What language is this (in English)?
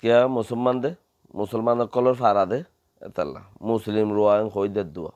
Rohingya